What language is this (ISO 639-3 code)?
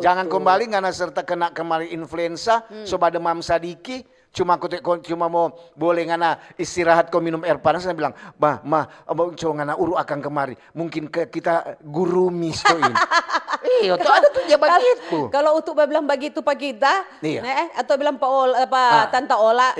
xmm